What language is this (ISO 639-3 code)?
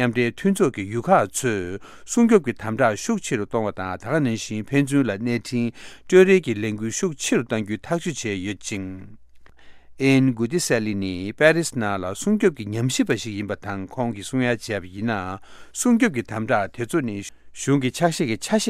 bod